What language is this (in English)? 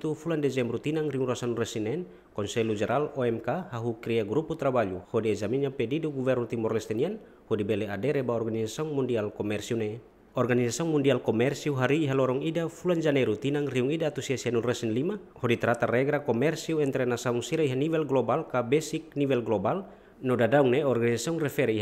Tetum